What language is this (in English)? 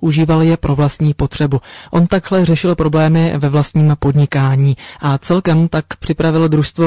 Czech